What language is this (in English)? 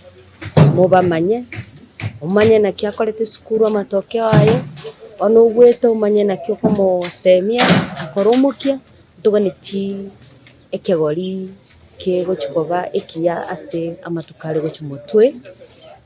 Gusii